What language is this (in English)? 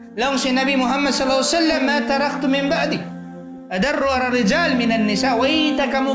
Tausug